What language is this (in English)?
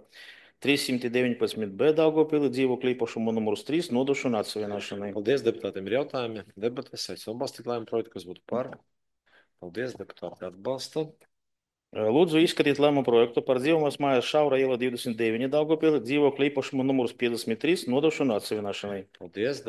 Latvian